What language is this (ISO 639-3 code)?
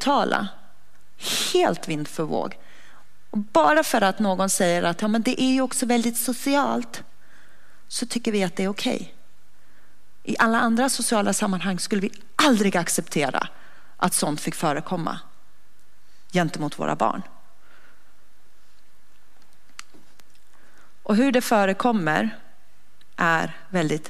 swe